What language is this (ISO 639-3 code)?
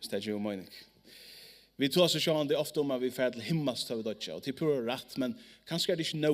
fao